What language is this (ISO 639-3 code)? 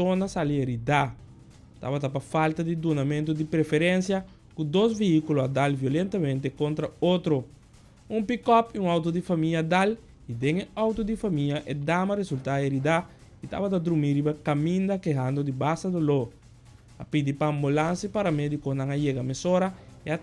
pap